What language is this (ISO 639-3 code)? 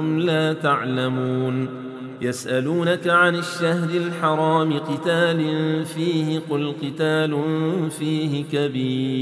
ara